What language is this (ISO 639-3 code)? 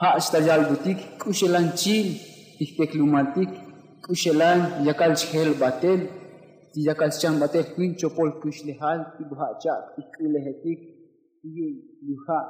tzo